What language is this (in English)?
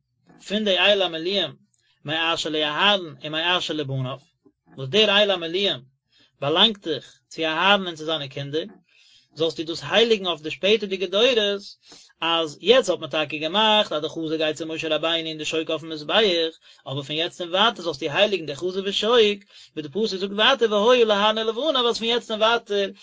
Yiddish